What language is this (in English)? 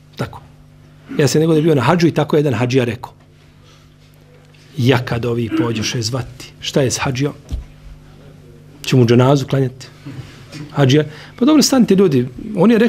Bosnian